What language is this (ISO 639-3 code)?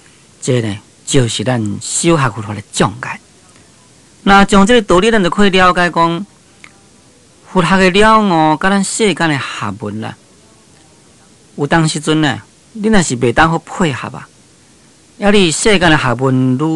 nan